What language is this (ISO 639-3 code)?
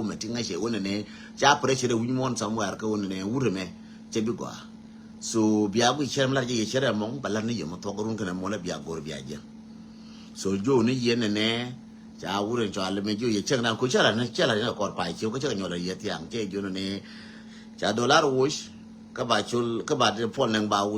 nus